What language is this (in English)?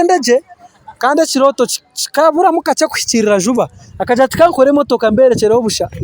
Nyankole